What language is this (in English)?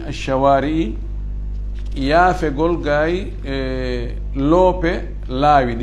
Fula